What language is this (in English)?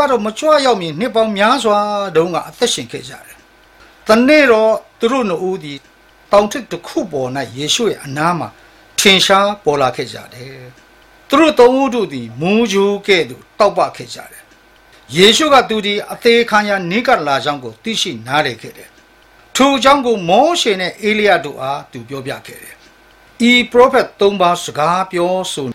Burmese